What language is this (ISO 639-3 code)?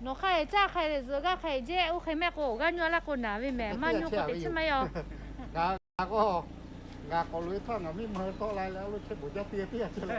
lhu